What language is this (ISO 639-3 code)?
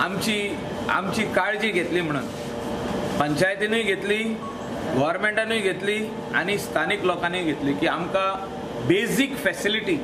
kok